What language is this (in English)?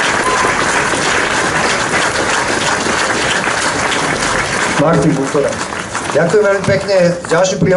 Slovak